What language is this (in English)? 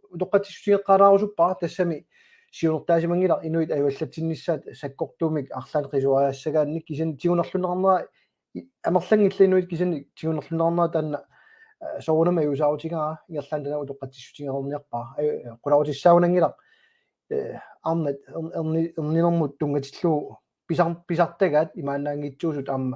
Kalaallisut